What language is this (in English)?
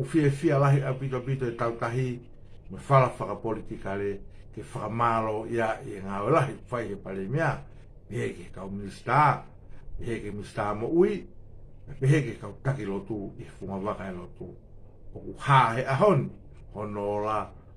Tongan